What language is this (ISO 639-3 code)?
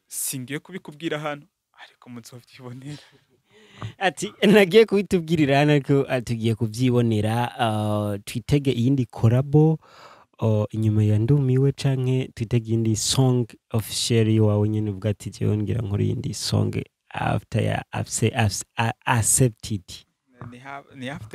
run